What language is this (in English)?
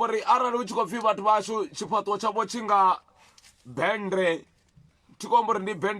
Venda